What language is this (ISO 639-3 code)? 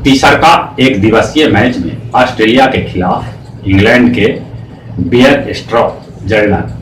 mag